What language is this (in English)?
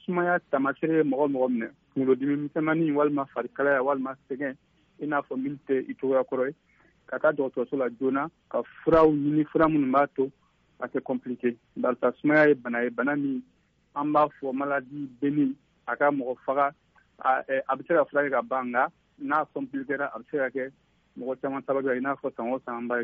Bambara